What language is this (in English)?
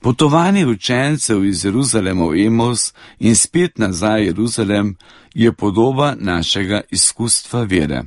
Slovenian